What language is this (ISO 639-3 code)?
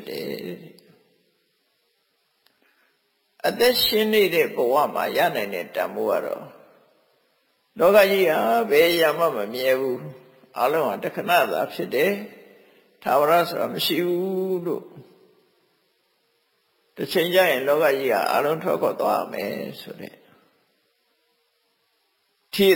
mya